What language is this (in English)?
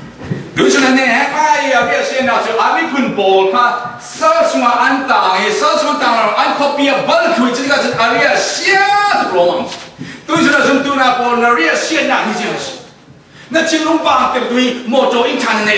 Falam Chin